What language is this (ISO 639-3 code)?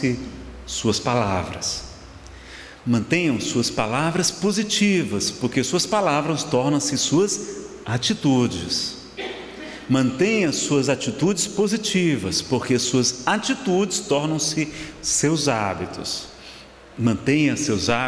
por